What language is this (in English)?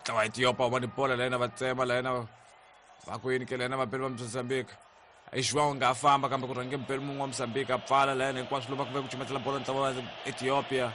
Tsonga